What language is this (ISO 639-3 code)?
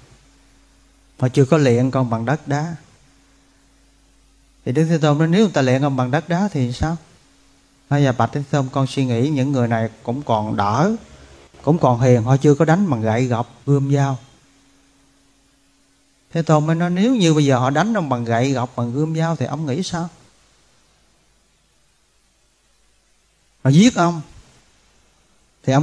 vie